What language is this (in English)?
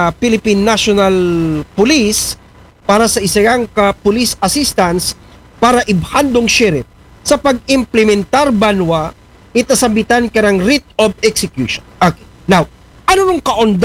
Aklanon